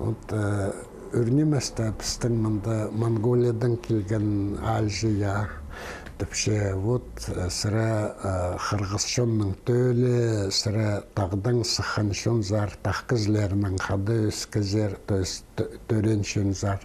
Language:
Khakas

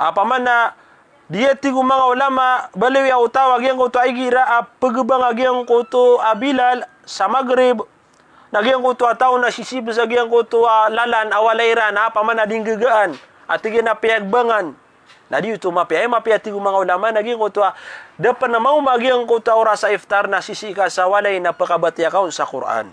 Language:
Maranao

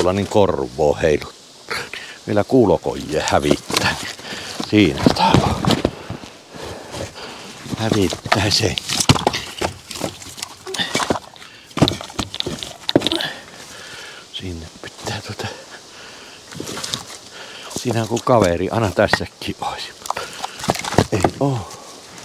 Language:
Finnish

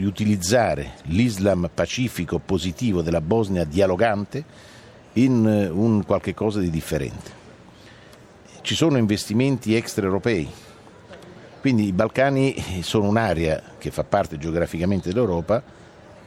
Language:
Italian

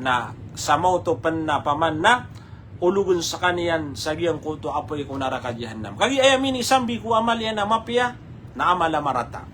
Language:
Maranao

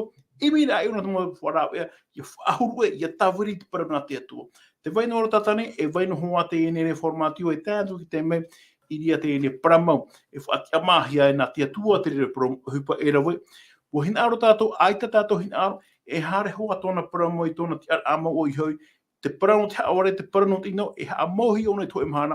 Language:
Tahitian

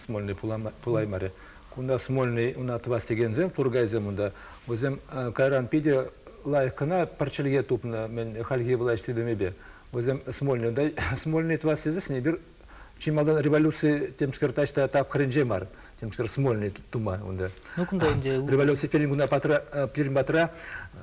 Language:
Chuvash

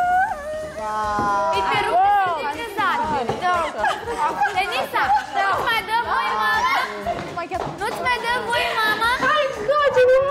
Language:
Romanian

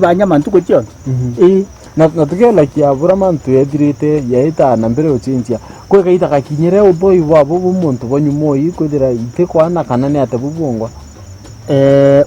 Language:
Meru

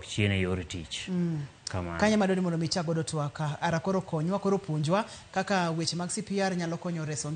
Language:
Luo (Kenya and Tanzania)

